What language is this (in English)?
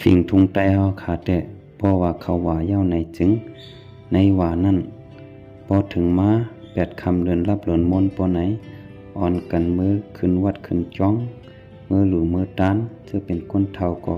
Shan